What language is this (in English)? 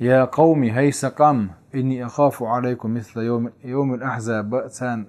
Chechen